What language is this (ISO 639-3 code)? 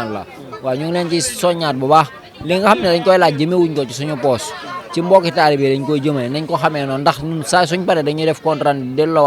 wol